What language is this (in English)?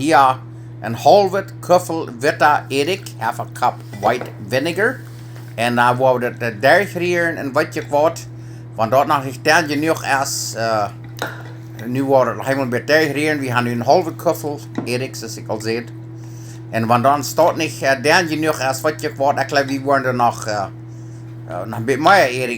Plautdietsch